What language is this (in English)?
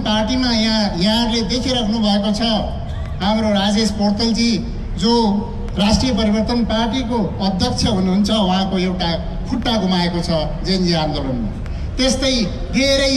Nepali